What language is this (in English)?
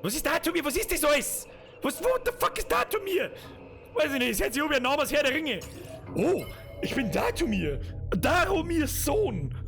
Bavarian